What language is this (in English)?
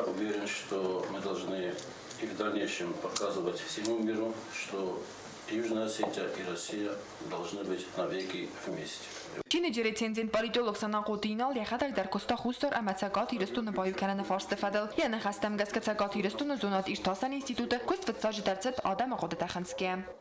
Ossetic